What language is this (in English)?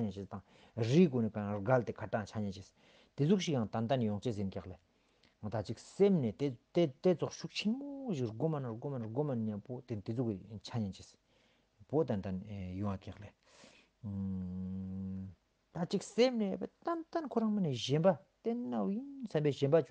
Ladakhi